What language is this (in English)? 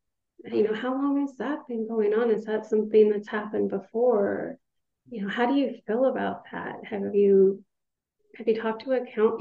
English